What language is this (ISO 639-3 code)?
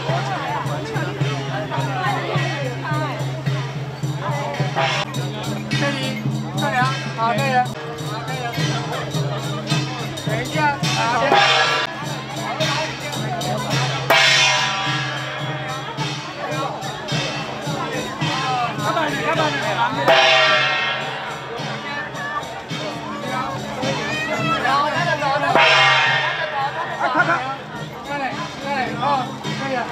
zho